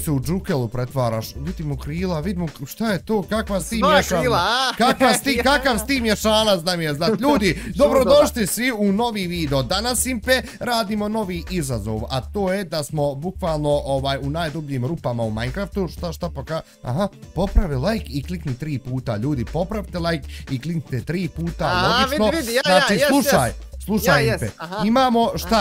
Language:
Bosnian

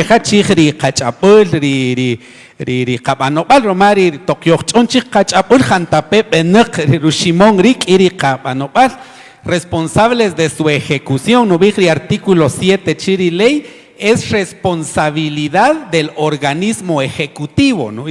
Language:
Kaqchikel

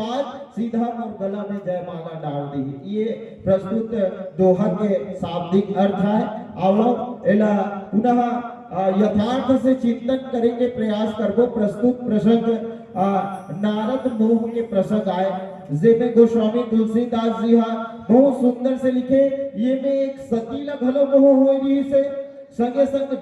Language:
Chhattisgarhi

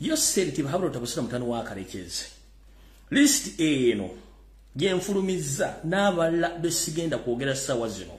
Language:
Ganda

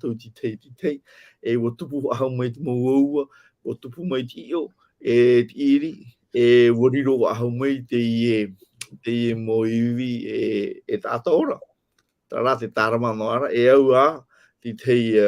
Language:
Tahitian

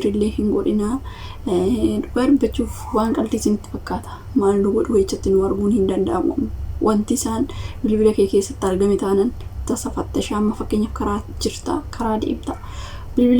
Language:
Oromo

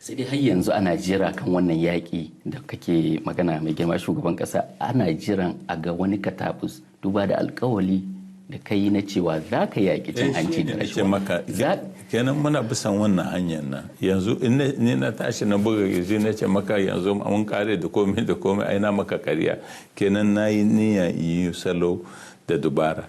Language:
Hausa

